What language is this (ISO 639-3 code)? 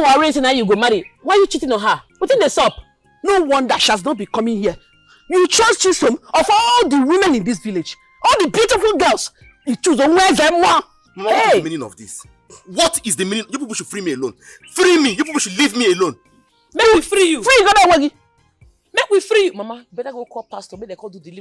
pcm